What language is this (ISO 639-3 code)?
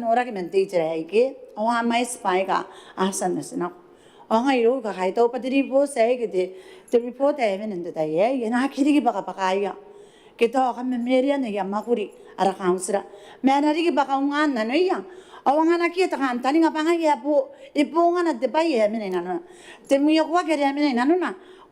gil